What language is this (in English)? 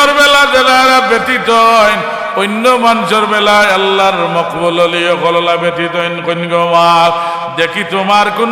Sylheti